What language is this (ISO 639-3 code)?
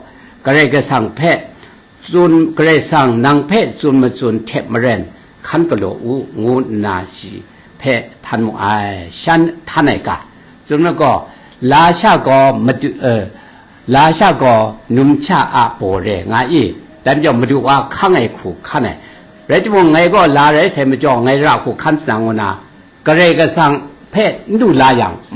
kac